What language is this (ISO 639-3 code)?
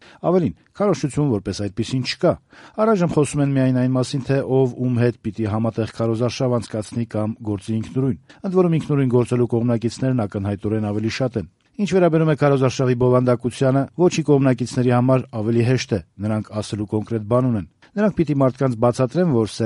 hye